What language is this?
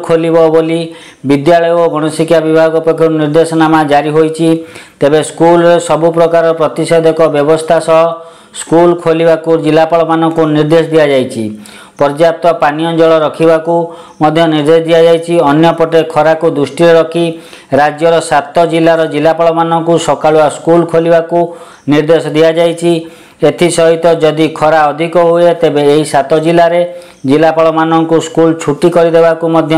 Odia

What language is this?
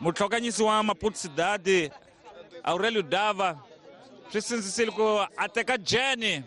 Tsonga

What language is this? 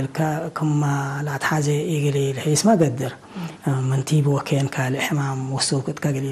Tigre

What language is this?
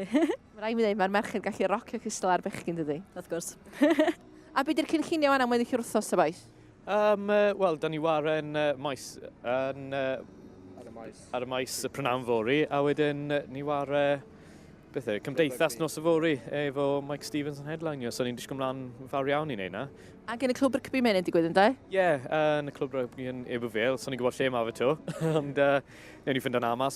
Welsh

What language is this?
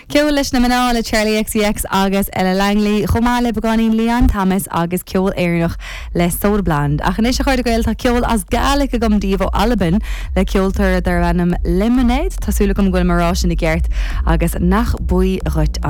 Irish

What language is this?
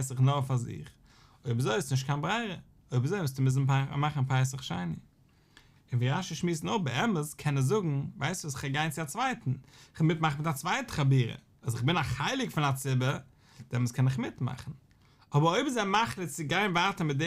Yiddish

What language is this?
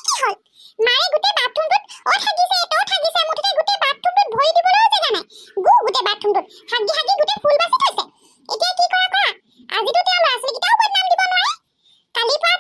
Assamese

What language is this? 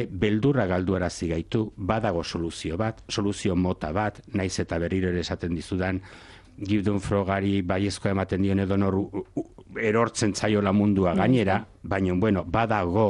Basque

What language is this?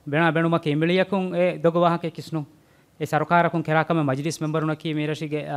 Divehi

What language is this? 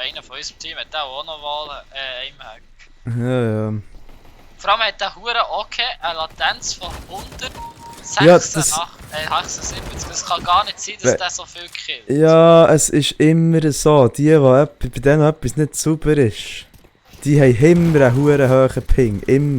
Swiss German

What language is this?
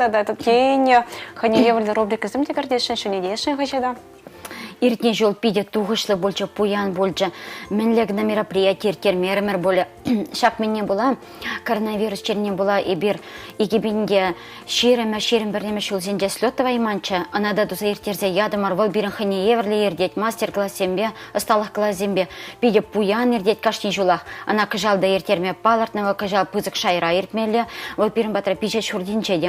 Chuvash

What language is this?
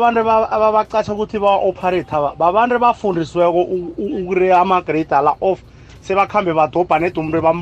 South Ndebele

